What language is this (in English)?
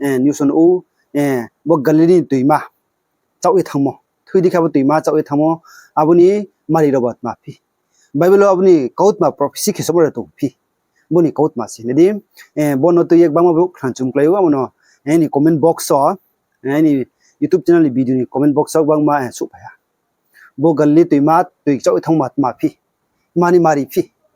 Riang (India)